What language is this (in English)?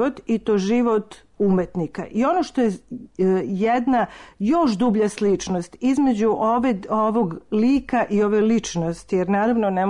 Serbian